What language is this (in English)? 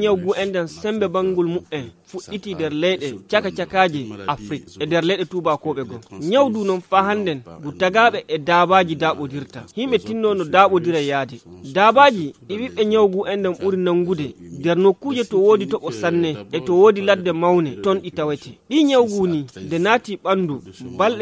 Fula